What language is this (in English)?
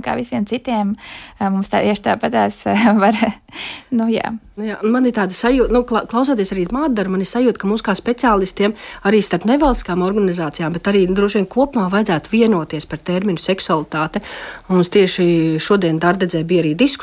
Latvian